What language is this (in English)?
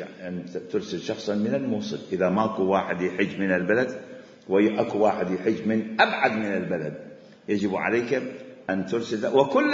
Mesopotamian Arabic